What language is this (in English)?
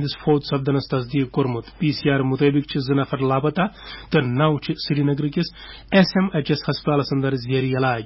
Kashmiri